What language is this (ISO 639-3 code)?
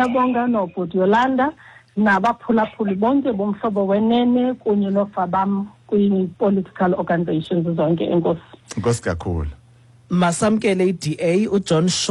xho